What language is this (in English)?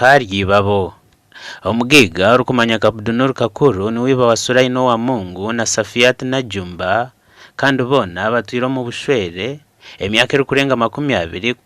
Nyankole